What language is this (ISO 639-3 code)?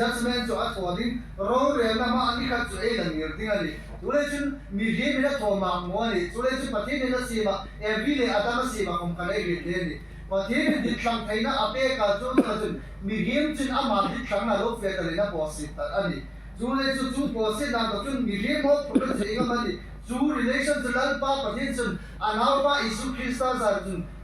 hmr